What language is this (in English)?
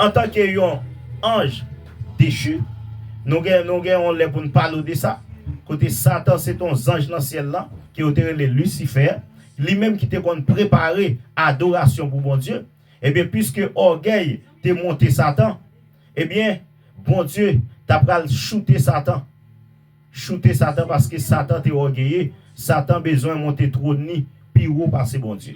Haitian Creole